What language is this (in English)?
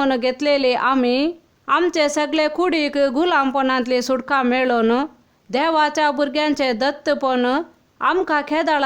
Konkani